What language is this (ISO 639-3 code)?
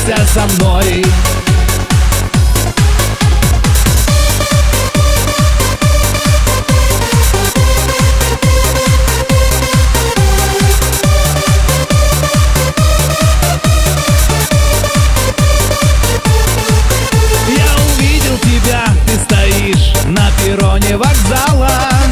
rus